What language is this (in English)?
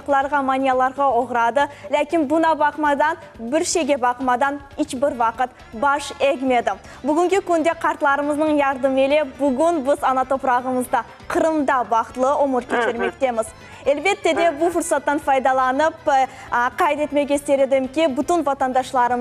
Crimean Tatar